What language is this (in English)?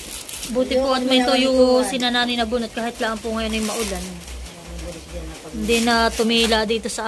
Filipino